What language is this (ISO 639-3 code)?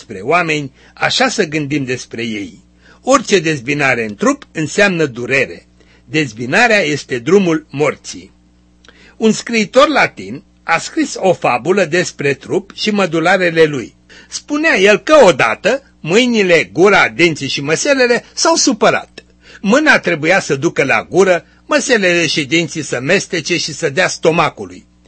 ron